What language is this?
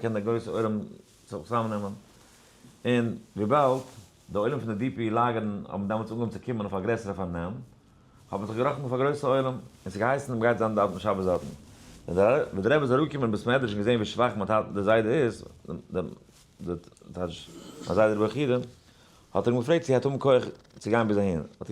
Yiddish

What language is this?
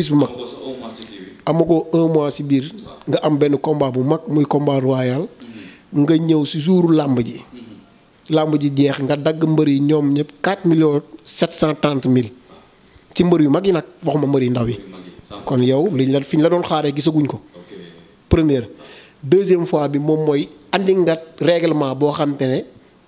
Wolof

